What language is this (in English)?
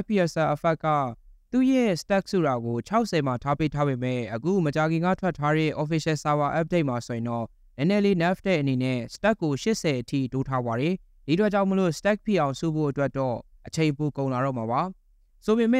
Burmese